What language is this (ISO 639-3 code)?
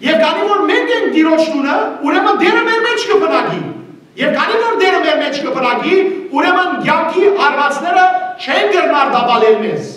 hyw